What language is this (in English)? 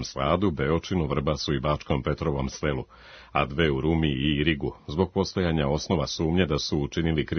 Serbian